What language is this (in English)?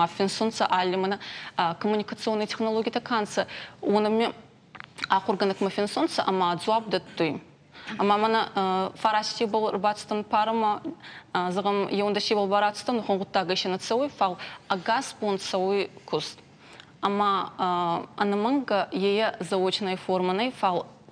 Ossetic